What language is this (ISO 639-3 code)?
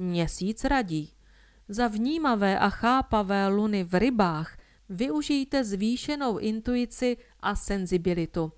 ces